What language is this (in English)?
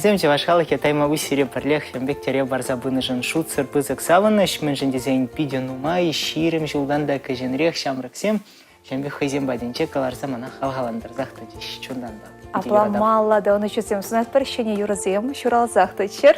Chuvash